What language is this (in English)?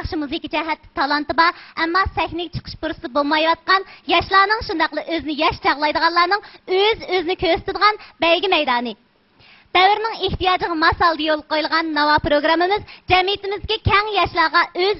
Uyghur